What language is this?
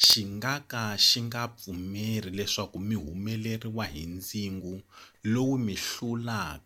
Tsonga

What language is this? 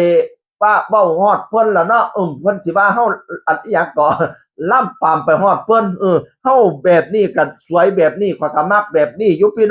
Northeastern Thai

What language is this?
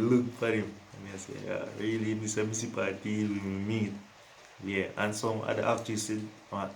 Jamaican Creole English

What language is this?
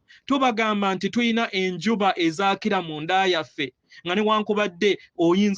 Ganda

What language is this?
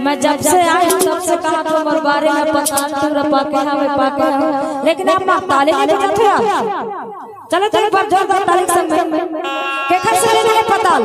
Chhattisgarhi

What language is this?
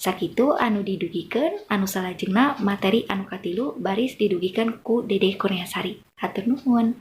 Sundanese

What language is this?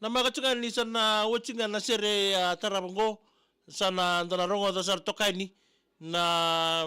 Fijian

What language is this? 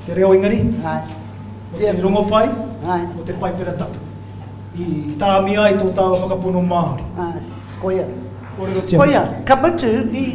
Māori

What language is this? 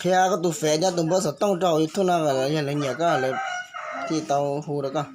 Hmong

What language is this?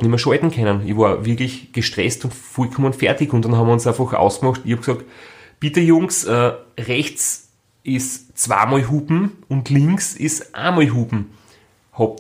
German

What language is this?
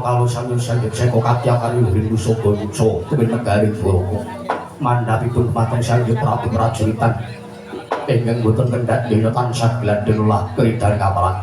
Javanese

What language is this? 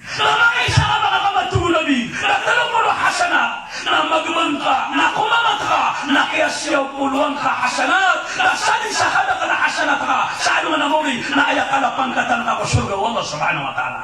Maranao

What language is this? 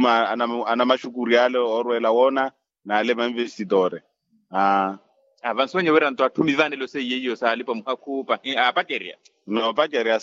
Makhuwa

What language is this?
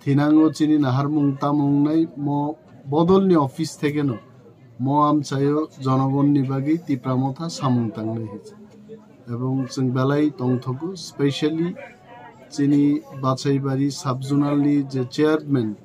Kok Borok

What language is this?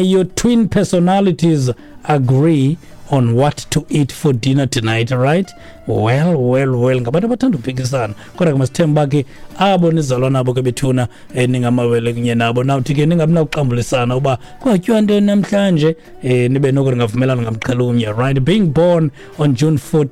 Xhosa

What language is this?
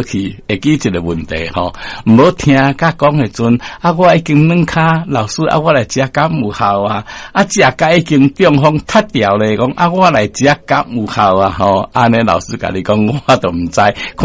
Min Nan Chinese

